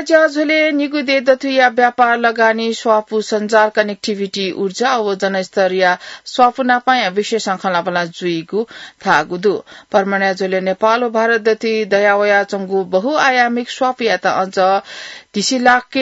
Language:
Newari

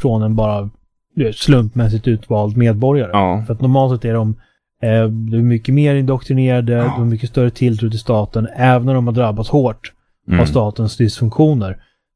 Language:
Swedish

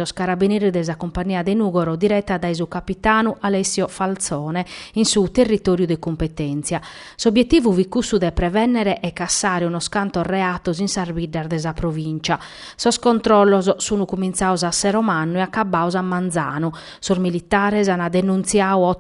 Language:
Sardinian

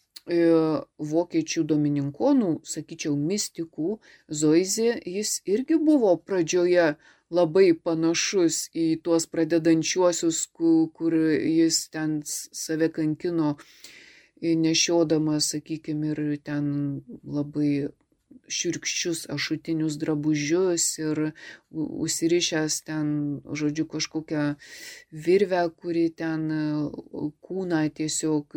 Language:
Lithuanian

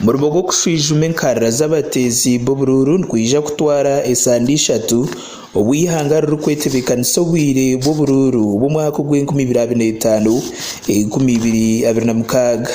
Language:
Nyankole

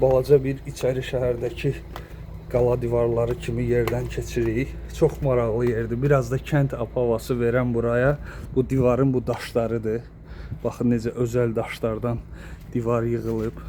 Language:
Azerbaijani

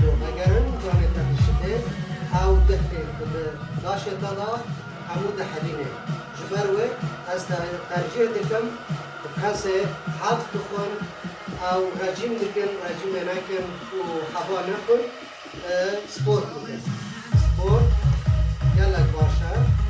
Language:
Kurdish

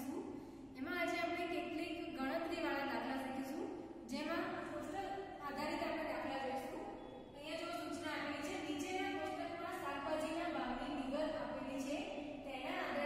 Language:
Gujarati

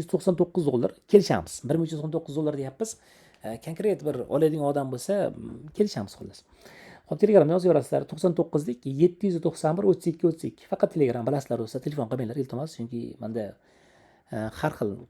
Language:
Uzbek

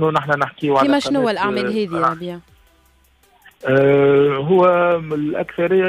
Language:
Tunisian Arabic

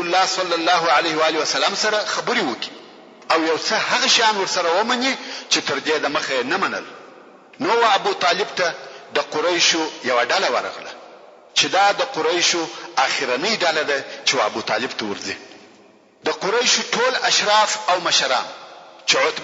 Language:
Pashto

